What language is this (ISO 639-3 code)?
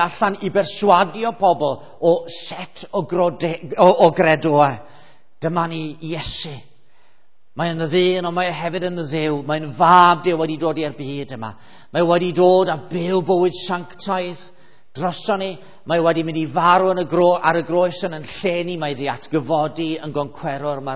cym